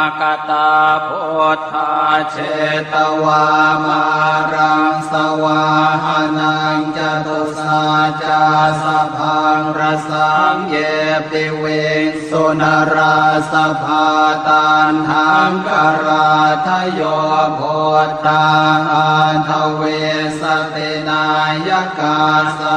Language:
Pali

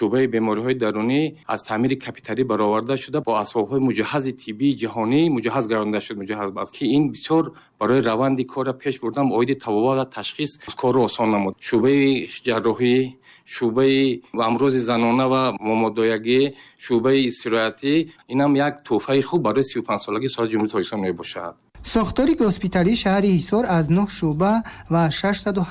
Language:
Tajik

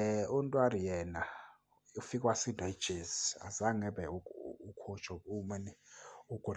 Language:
Zulu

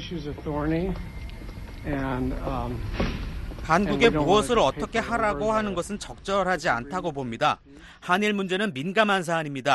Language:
Korean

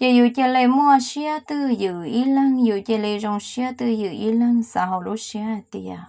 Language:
Hmong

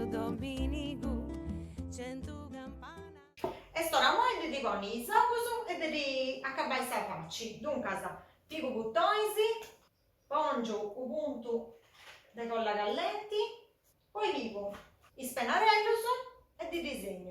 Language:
Sardinian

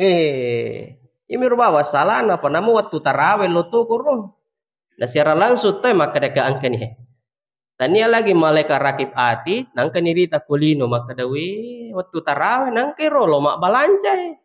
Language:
Buginese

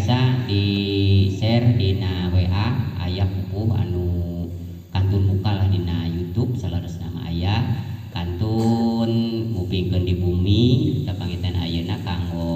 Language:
Sundanese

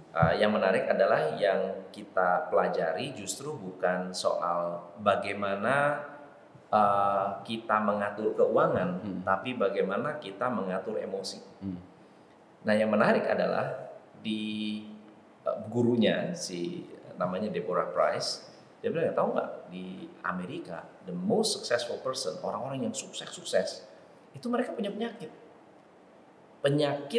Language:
Indonesian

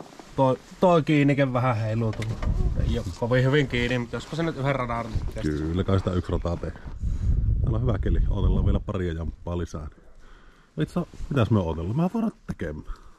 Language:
Finnish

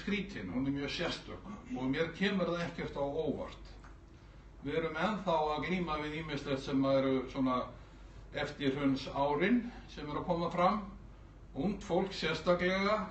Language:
Icelandic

